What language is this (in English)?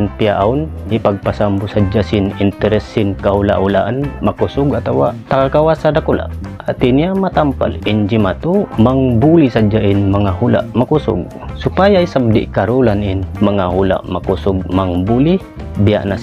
Tausug